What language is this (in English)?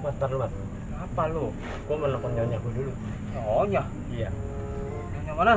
Betawi